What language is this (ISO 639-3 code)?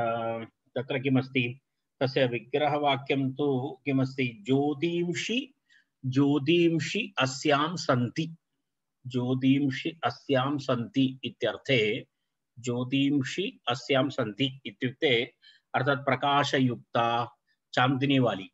san